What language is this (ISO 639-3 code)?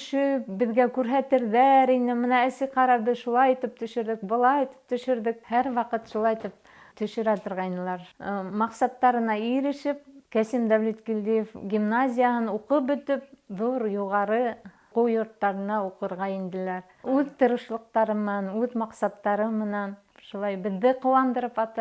bak